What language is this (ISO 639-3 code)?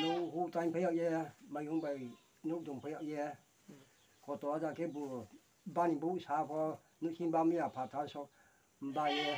ria